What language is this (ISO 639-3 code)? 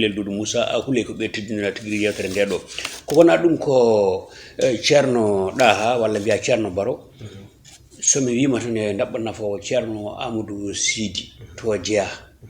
ful